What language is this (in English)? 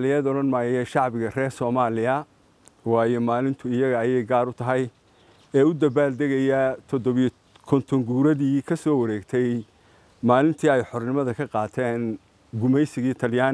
Somali